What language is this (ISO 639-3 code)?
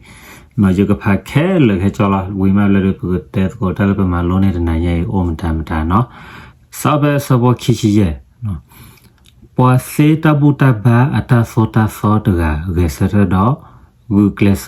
ksw